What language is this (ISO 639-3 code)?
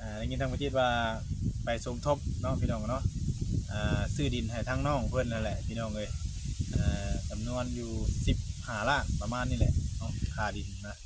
tts